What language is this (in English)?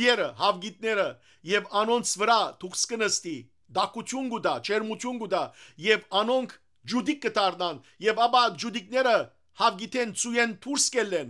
Western Armenian